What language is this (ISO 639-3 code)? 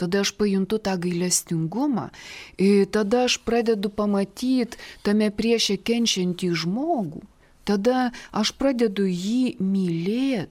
lit